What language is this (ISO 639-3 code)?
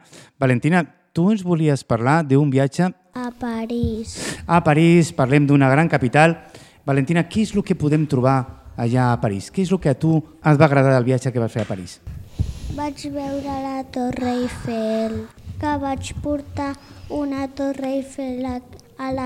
cat